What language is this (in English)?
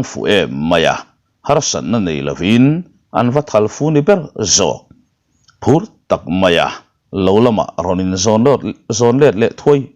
Mizo